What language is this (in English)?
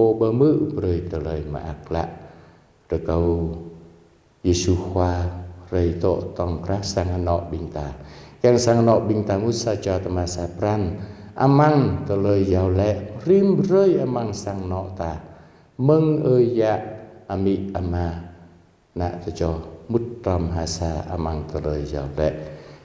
Jarai